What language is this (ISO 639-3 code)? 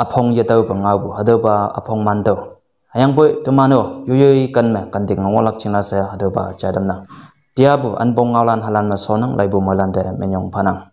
nbe